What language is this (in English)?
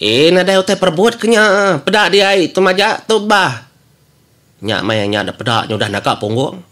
Iban